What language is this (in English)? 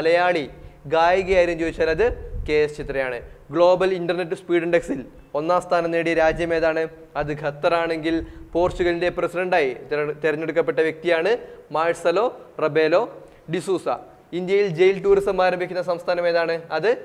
Malayalam